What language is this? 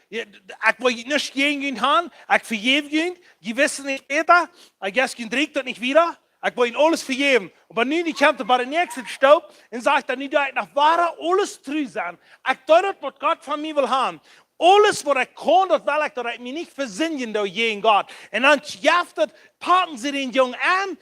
Plautdietsch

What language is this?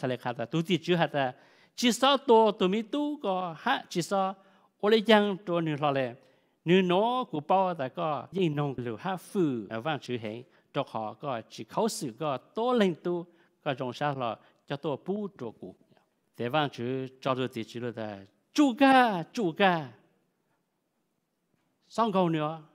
Vietnamese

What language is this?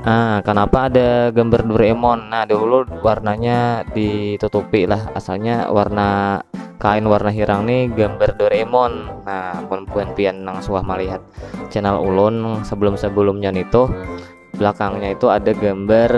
Banjar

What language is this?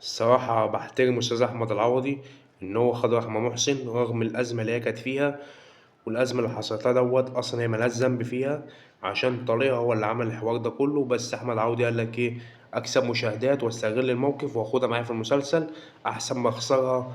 Egyptian Arabic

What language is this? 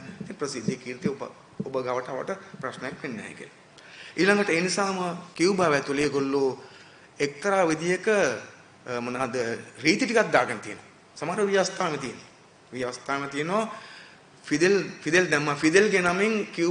Sinhala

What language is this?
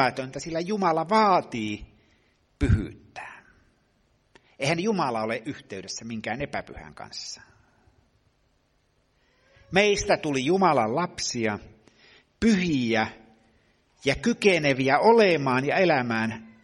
Finnish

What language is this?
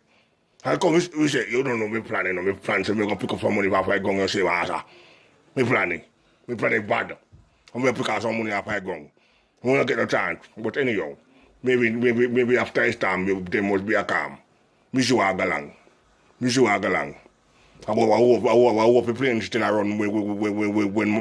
Jamaican Creole English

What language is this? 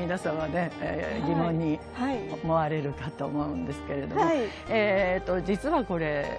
Japanese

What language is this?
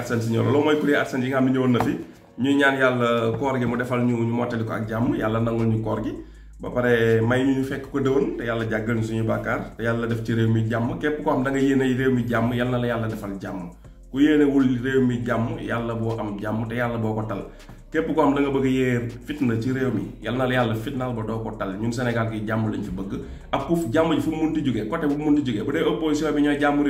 Wolof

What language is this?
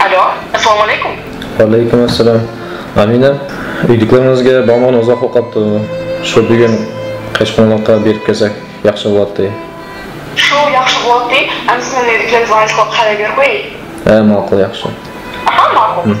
Uyghur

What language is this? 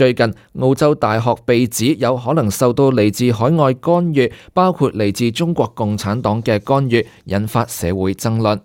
Cantonese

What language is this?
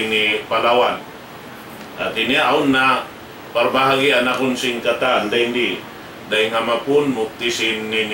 Tausug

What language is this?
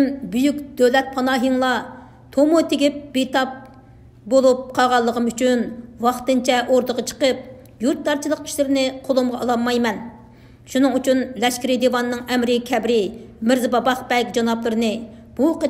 Uyghur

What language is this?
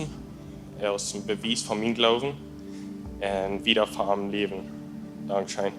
Plautdietsch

